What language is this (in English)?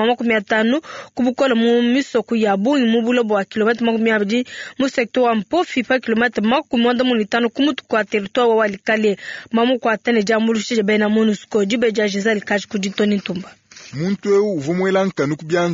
Luba-Lulua